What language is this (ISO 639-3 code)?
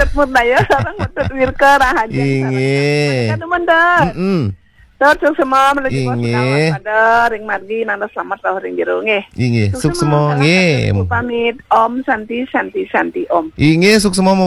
ban